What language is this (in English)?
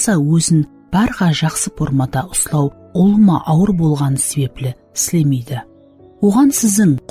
Kara-Kalpak